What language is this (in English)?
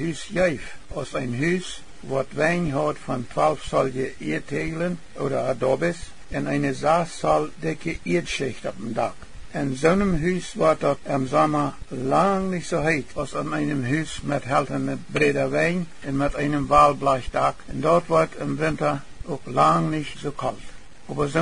Plautdietsch